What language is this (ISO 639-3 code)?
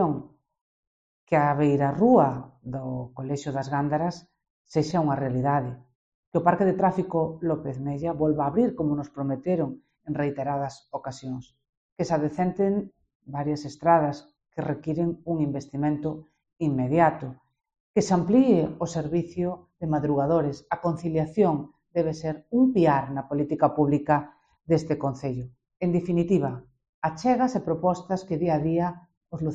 glg